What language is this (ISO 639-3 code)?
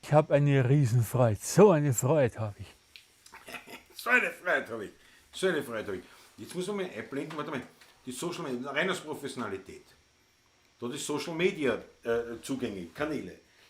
bar